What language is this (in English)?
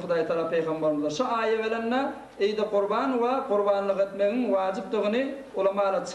Turkmen